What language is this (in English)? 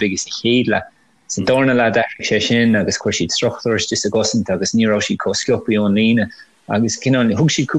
Irish